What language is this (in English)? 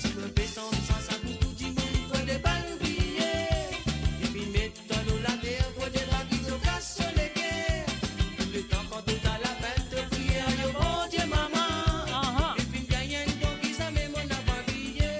Morisyen